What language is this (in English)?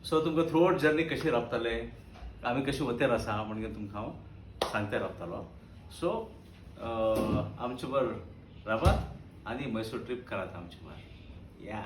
Konkani